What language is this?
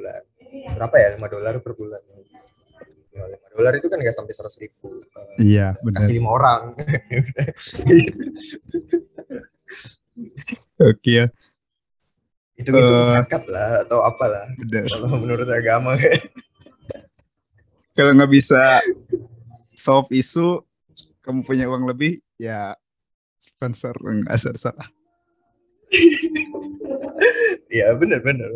Indonesian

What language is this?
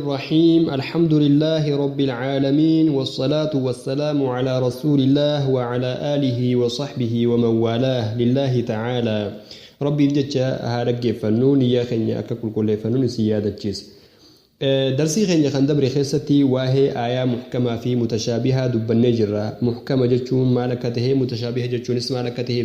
Oromo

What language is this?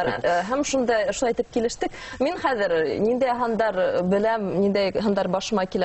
Bashkir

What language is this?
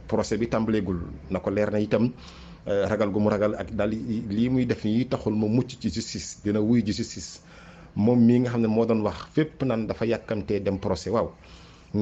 Wolof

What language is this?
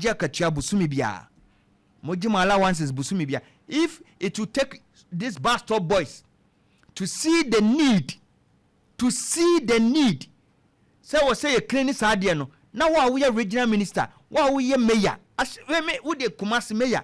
Akan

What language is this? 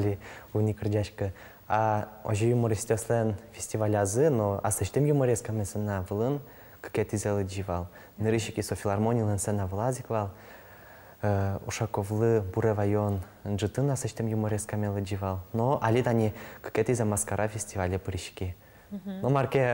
Udmurt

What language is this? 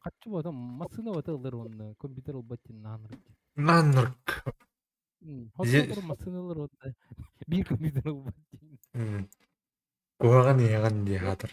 Yakut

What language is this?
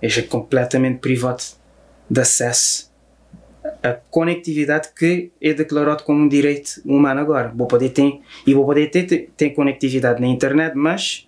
Kabuverdianu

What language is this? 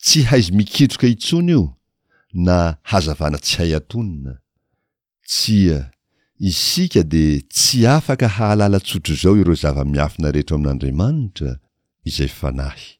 Malagasy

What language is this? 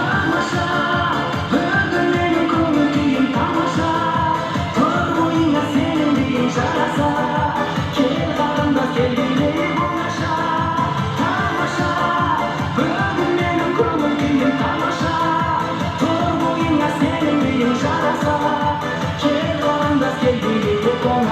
Kara-Kalpak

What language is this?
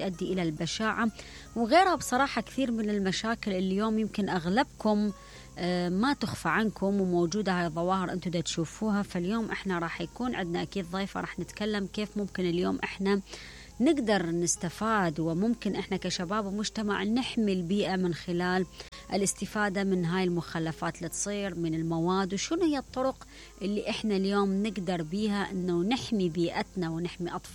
Mesopotamian Arabic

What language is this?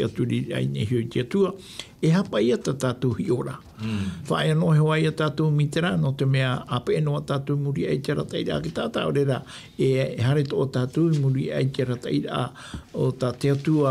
Tahitian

